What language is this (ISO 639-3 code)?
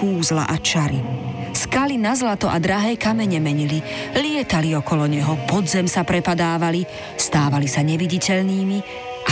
slk